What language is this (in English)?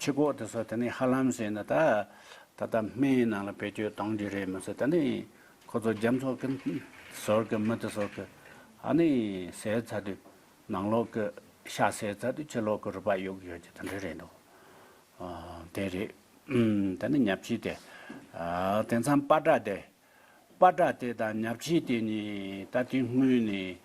Tibetan